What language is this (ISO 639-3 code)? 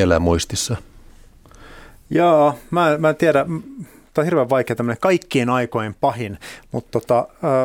fin